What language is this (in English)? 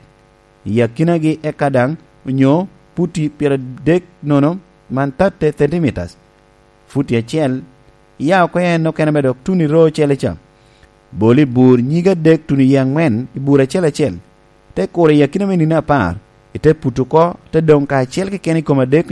Lango (Uganda)